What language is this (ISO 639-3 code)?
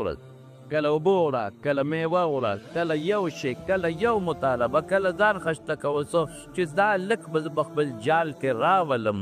pus